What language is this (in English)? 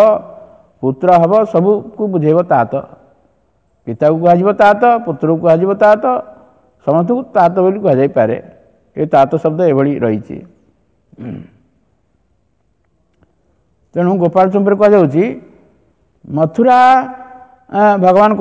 Odia